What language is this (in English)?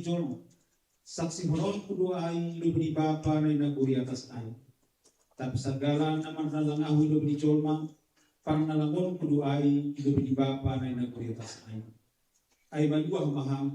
Batak Simalungun